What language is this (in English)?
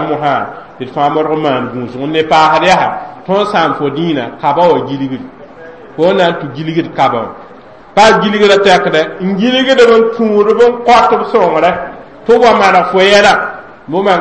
Mossi